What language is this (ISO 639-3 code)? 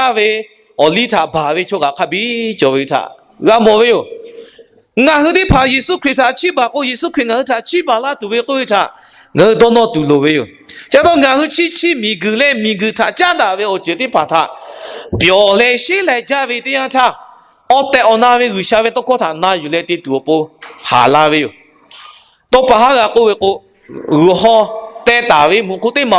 lhu